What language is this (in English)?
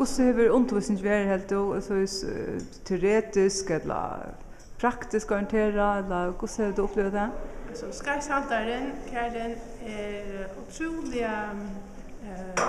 Faroese